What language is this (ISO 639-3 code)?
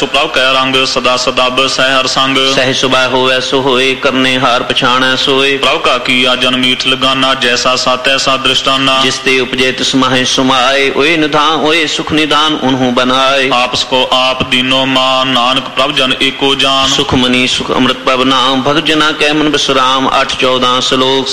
pan